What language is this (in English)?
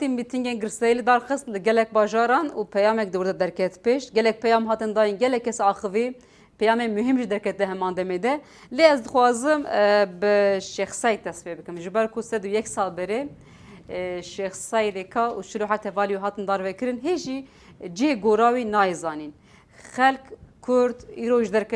Kurdish